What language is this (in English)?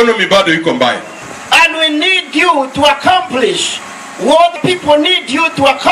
Meru